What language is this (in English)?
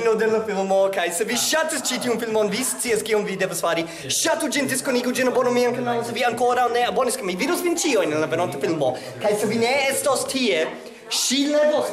Esperanto